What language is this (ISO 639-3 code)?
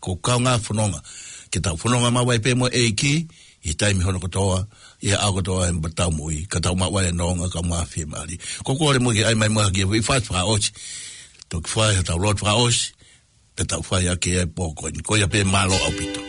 ton